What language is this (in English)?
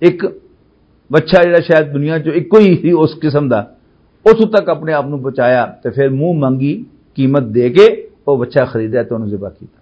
Western Panjabi